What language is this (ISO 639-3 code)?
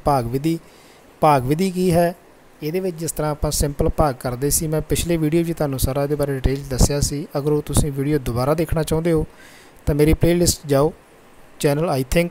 pan